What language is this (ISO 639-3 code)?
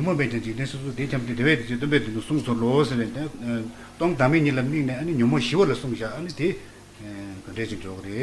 bod